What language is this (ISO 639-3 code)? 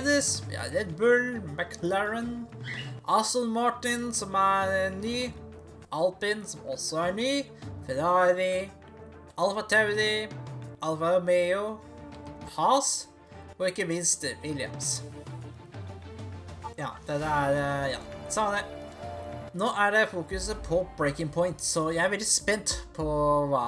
nor